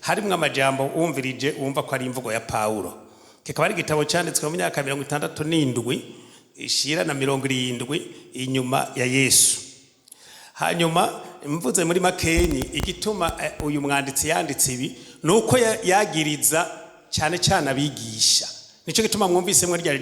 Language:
Rundi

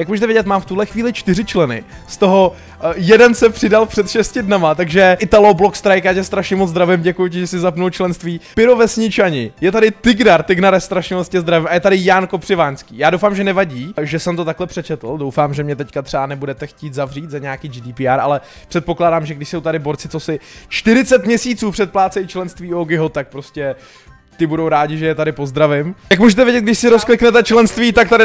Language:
Czech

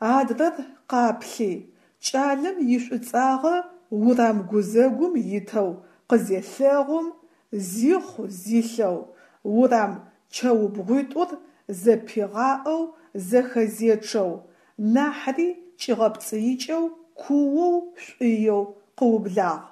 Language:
Adyghe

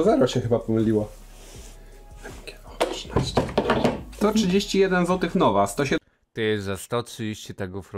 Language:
Polish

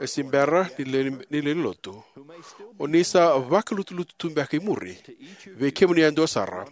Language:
Fijian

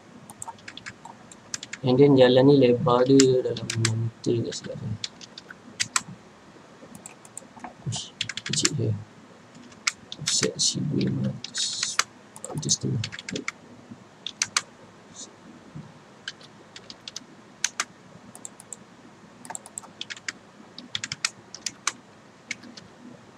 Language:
Malay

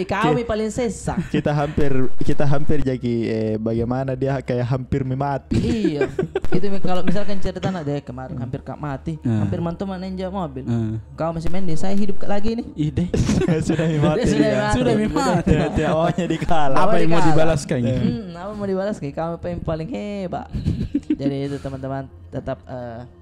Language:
Makassar Malay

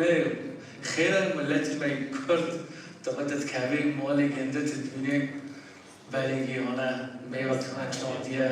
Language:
Kurdish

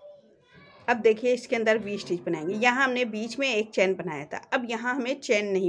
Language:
Hindi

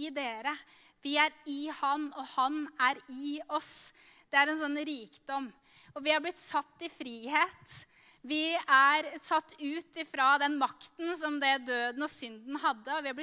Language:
Norwegian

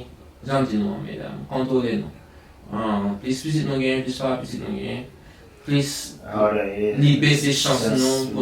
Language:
Haitian Creole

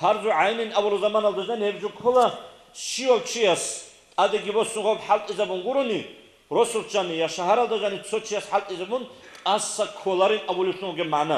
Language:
Avaric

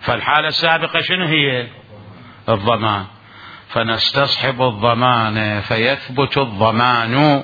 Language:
Mesopotamian Arabic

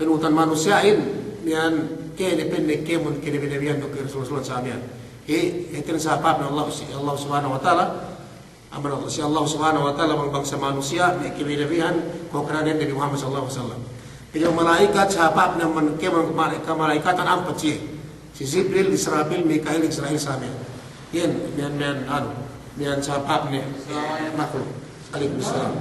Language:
Yakan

